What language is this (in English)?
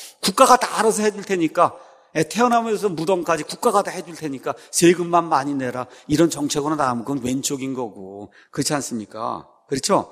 Korean